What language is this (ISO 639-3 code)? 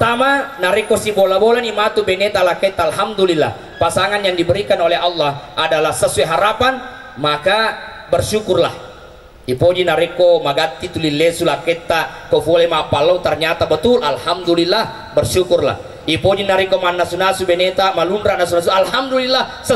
bug